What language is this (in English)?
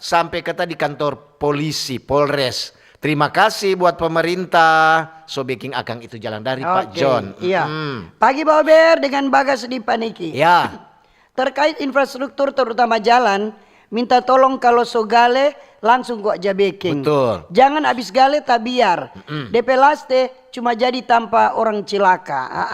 Manado Malay